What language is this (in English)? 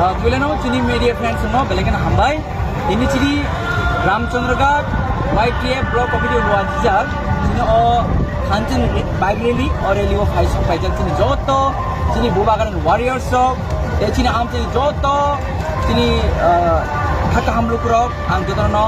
Kok Borok